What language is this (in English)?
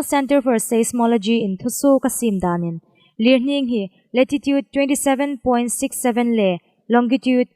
Hmar